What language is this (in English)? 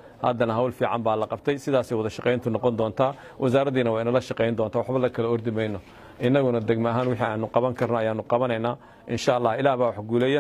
Somali